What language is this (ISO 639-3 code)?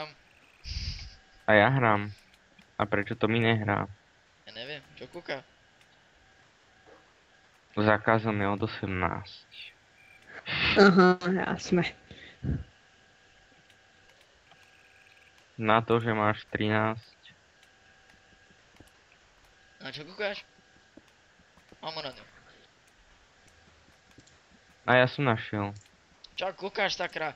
slk